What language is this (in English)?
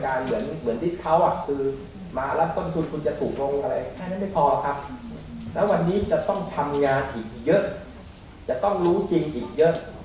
Thai